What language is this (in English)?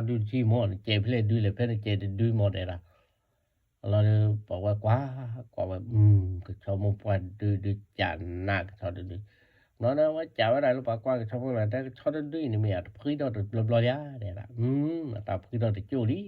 S'gaw Karen